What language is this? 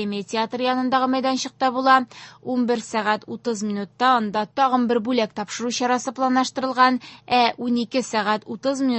Tatar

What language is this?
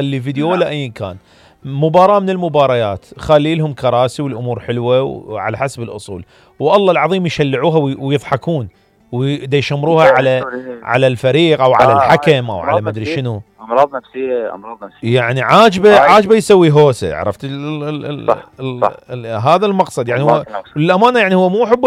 Mesopotamian Arabic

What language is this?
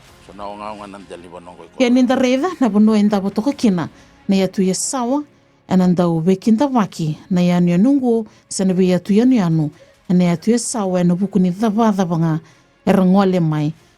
Fijian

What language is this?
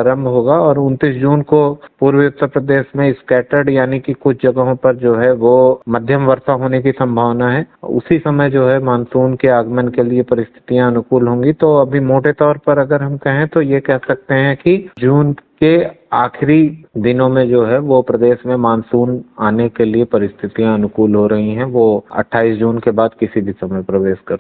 Hindi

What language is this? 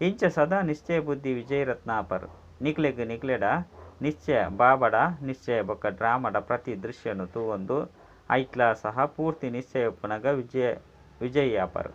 Tulu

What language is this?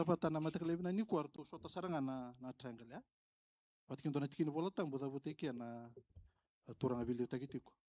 Fijian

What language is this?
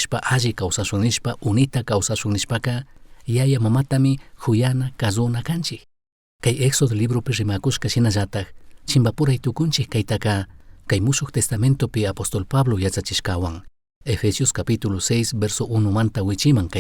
Chimborazo Highland Quichua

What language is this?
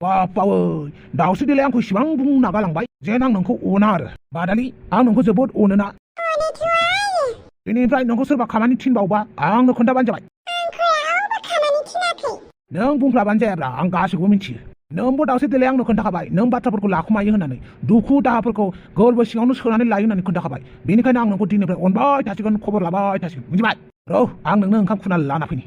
Bodo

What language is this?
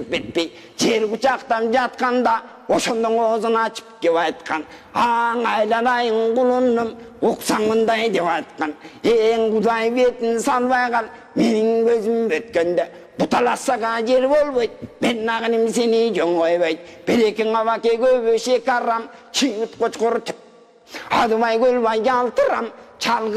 Kyrgyz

